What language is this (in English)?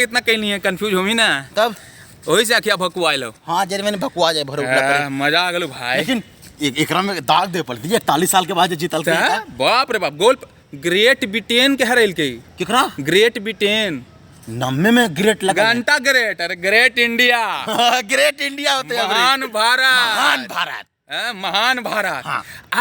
Magahi